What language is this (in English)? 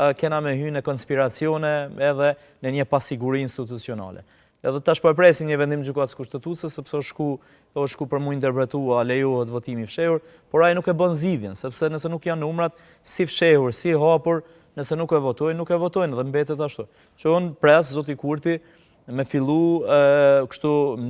Albanian